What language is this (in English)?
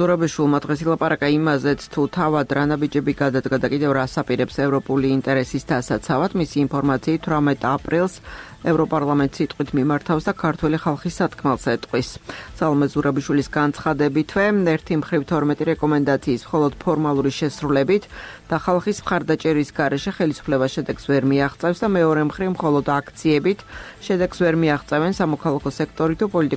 Georgian